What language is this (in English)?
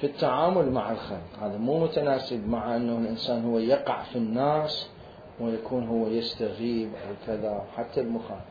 Mesopotamian Arabic